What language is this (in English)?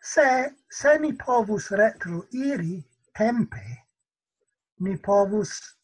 Esperanto